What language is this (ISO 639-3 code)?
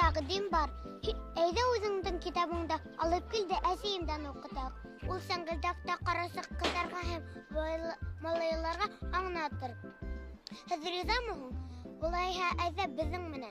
bak